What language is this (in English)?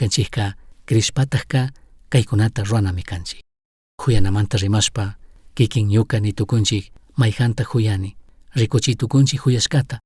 Chimborazo Highland Quichua